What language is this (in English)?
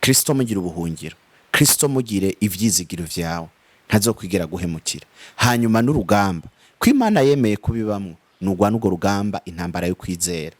Rundi